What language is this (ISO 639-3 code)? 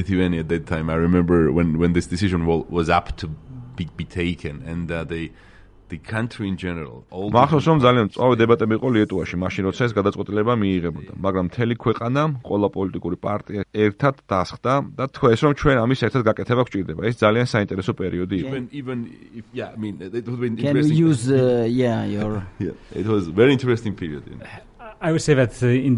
kat